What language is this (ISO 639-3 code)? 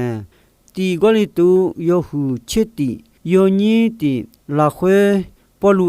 ahk